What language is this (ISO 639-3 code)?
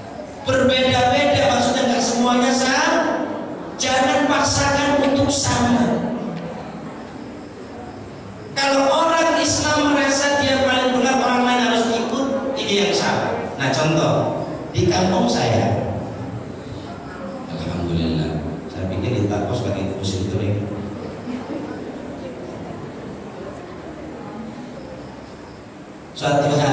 ind